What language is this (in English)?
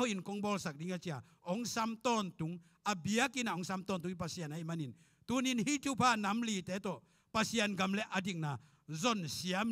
Tedim Chin